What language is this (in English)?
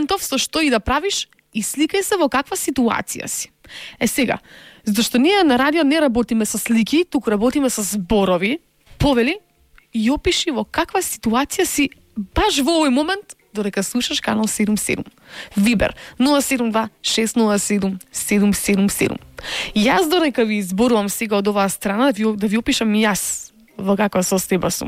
Macedonian